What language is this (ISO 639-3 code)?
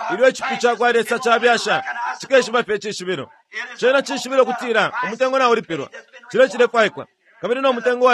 bem